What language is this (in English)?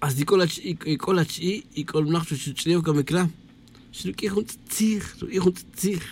Tz'utujil